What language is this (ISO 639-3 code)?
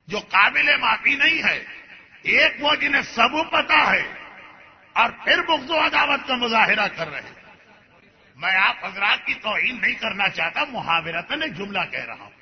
urd